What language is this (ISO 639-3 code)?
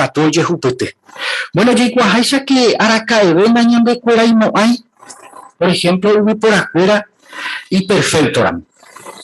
grn